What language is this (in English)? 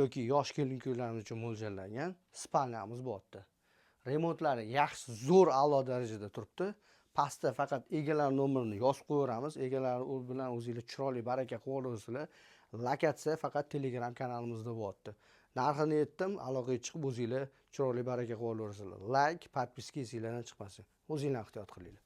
Uzbek